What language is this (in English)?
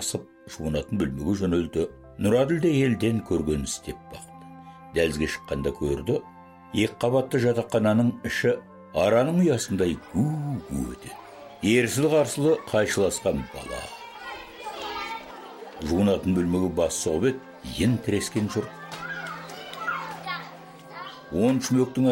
Kazakh